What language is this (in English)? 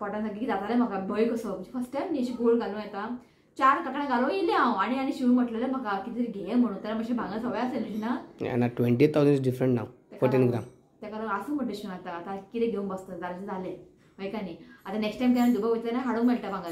Konkani